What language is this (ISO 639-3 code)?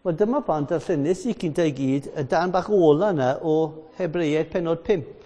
cym